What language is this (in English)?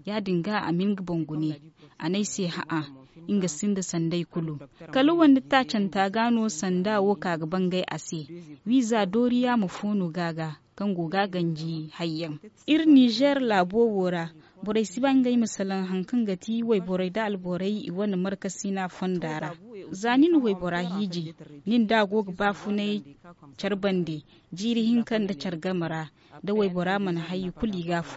Zarma